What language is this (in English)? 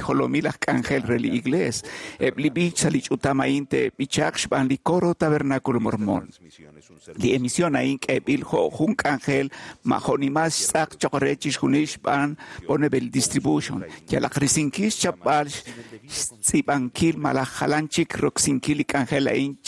Kekchí